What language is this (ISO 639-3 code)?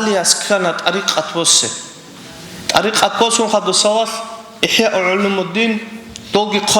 ava